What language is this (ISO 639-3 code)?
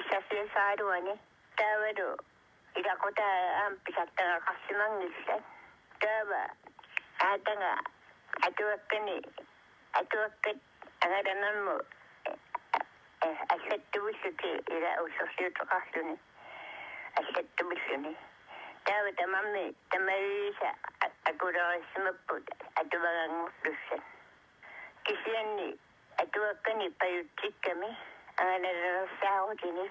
kal